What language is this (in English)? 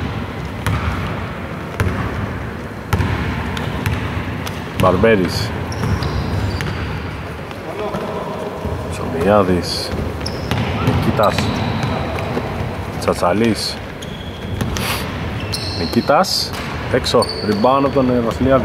Greek